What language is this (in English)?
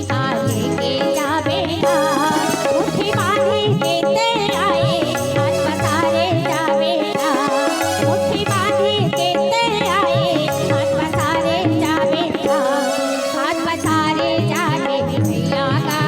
Chhattisgarhi